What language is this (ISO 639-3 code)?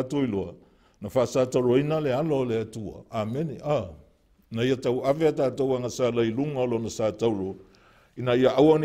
smo